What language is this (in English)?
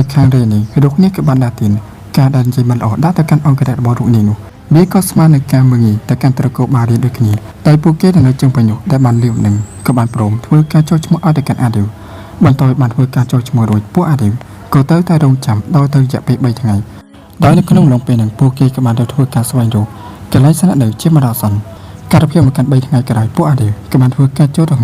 Khmer